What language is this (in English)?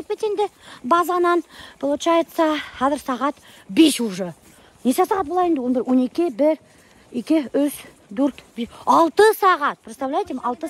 Kazakh